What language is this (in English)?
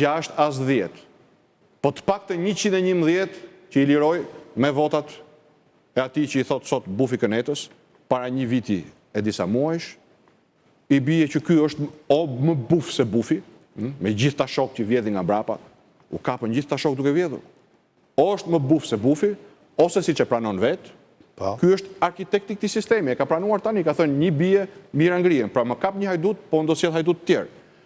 Albanian